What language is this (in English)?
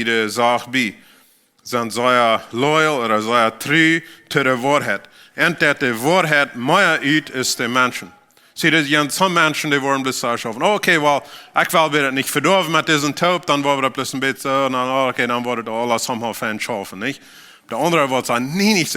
Plautdietsch